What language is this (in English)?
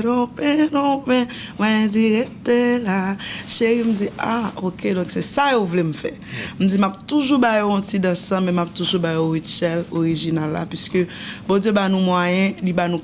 Haitian Creole